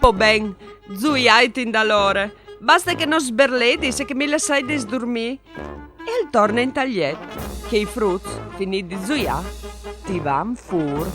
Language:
Friulian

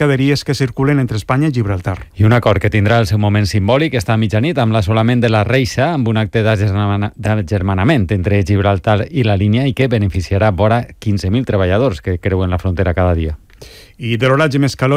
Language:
Catalan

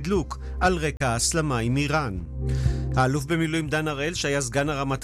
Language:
Hebrew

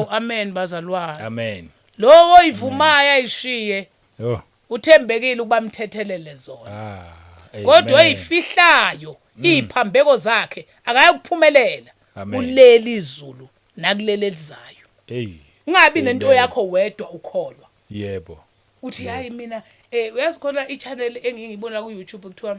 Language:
Zulu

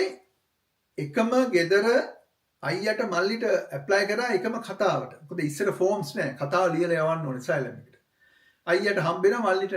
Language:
Sinhala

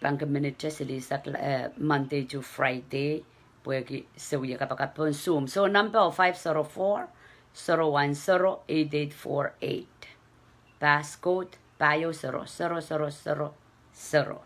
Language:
Pohnpeian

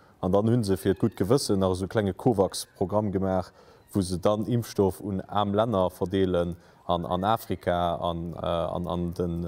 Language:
Luxembourgish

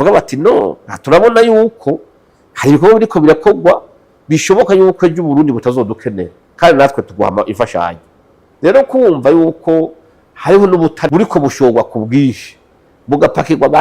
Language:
Rundi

